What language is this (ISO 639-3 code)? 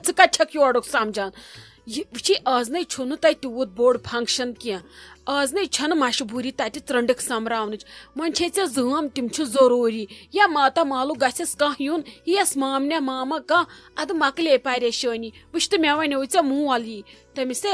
kas